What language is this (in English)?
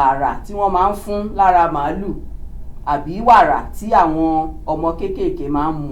Yoruba